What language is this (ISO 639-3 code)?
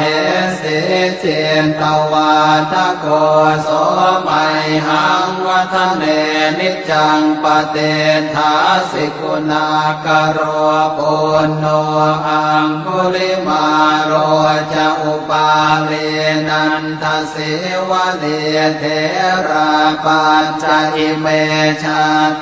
pli